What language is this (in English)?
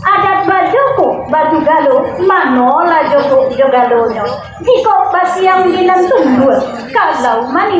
Minangkabau